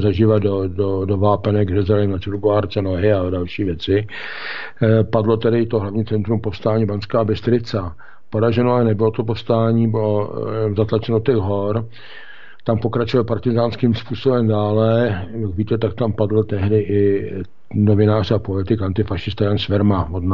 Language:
Czech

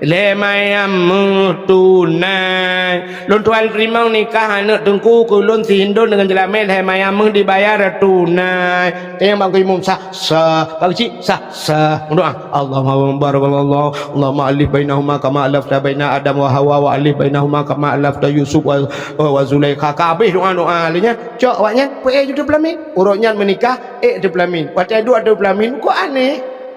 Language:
Achinese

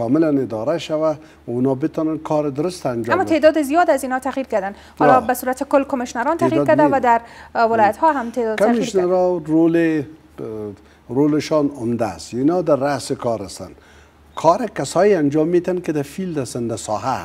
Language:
Persian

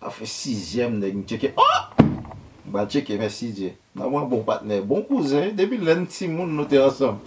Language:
Haitian Creole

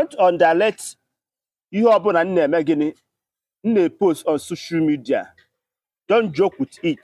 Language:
Igbo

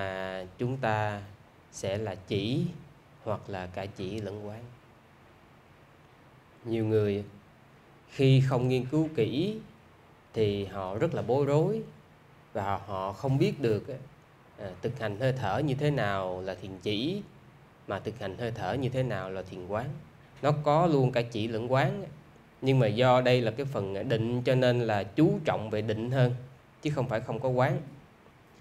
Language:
Vietnamese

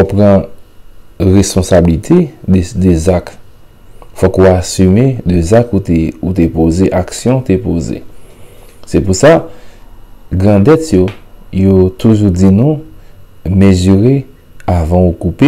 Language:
Haitian Creole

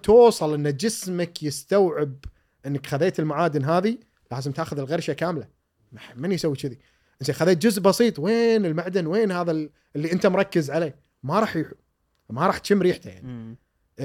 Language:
Gulf Arabic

